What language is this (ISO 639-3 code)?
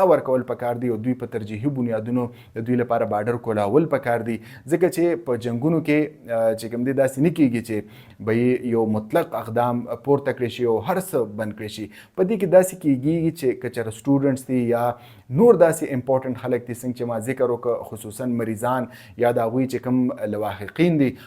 pus